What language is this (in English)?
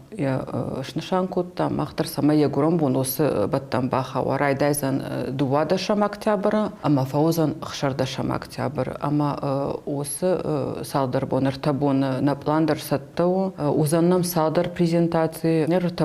Ossetic